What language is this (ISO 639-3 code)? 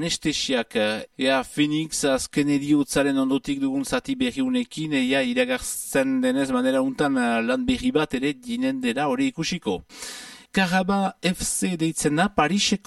eus